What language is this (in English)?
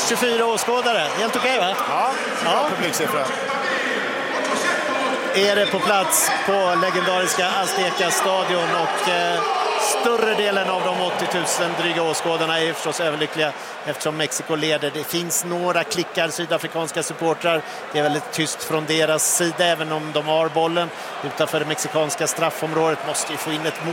Swedish